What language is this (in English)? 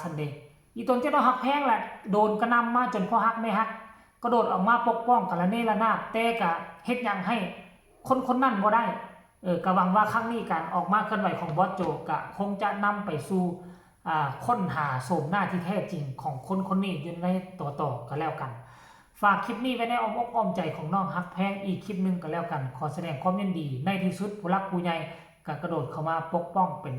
Northeastern Thai